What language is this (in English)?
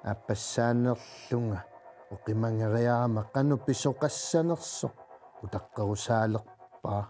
Kalaallisut